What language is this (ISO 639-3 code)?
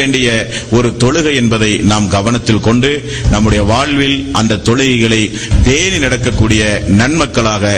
tam